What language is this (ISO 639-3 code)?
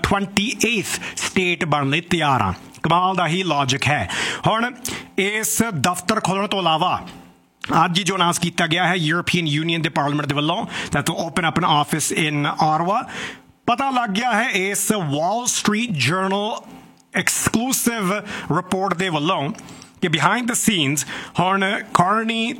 pan